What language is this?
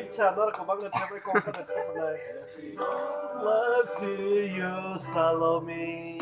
Kok Borok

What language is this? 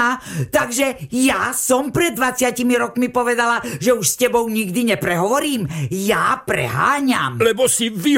Slovak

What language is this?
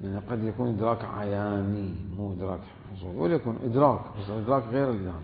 Mesopotamian Arabic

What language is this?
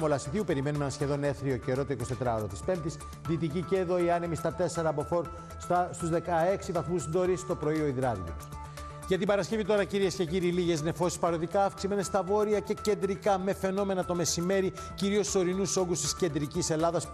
Greek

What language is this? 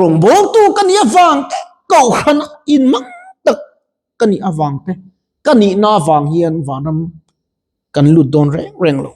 Mizo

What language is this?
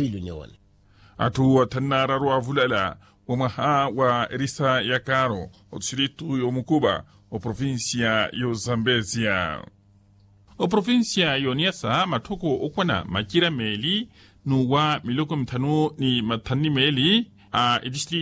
Makhuwa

